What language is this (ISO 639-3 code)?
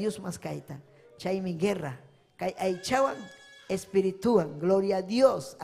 quy